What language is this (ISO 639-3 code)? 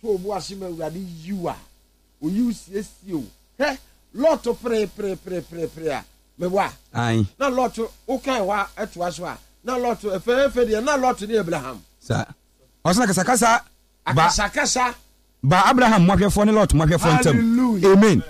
aka